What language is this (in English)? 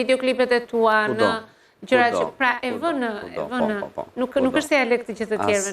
Albanian